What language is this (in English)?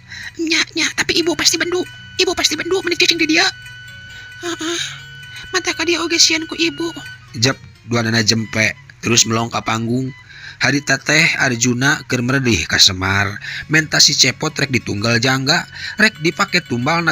Sundanese